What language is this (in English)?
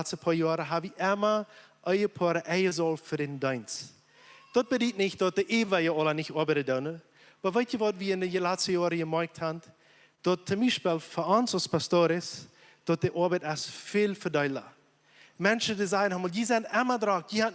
Plautdietsch